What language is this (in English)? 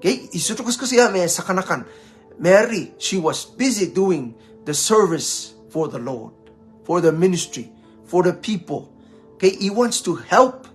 Pohnpeian